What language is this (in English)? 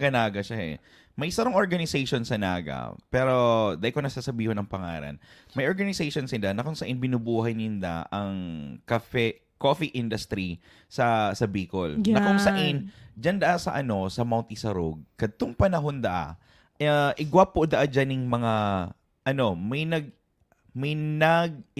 Bikol